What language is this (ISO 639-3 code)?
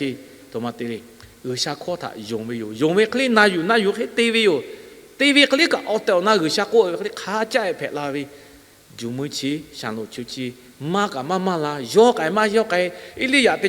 lhu